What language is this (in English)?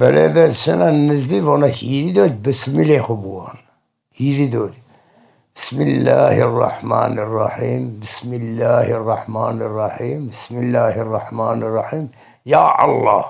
Zaza